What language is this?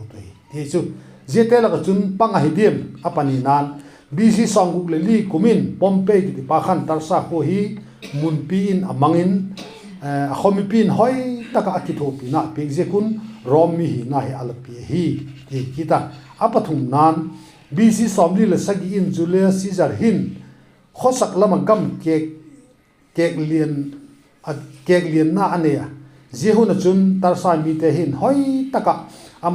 Vaiphei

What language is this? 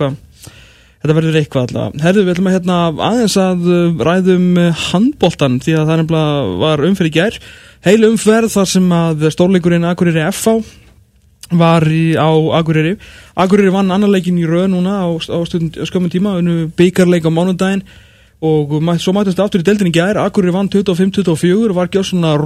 Icelandic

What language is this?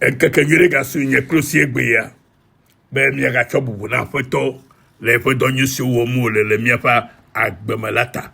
Ewe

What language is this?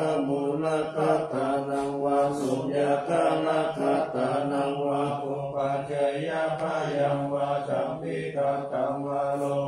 Pali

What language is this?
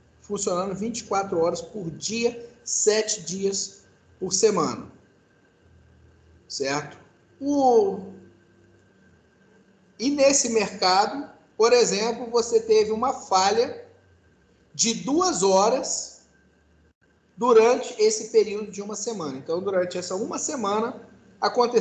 Portuguese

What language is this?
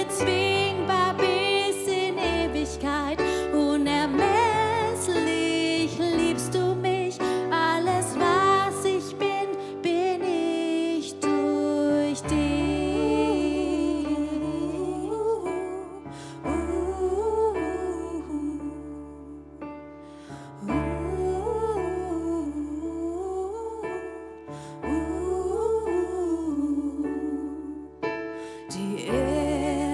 German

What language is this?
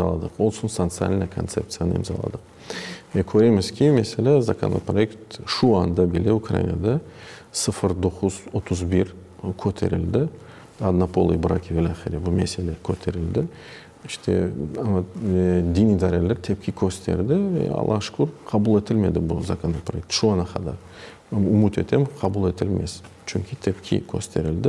Crimean Tatar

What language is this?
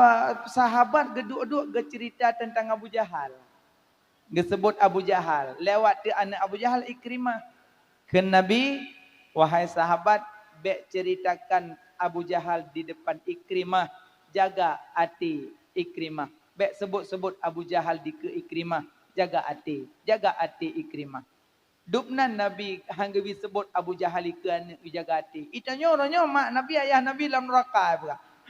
Achinese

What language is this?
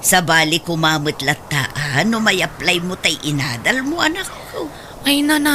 Iloko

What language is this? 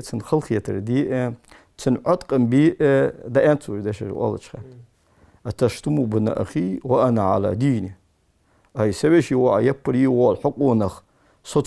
Ingush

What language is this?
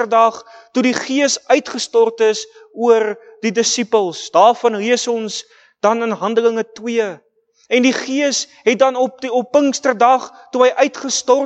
Afrikaans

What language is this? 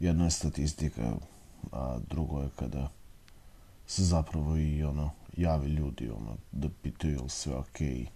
Serbian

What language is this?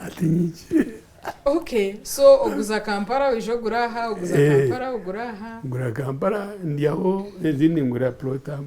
Nyankole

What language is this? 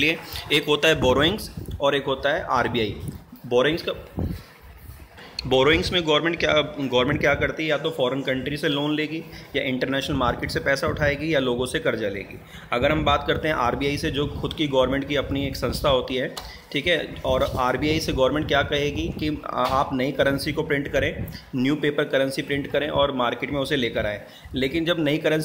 Hindi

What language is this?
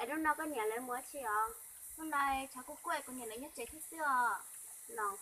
Hmong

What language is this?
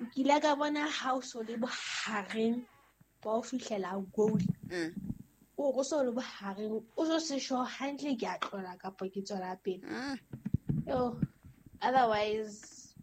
Southern Sotho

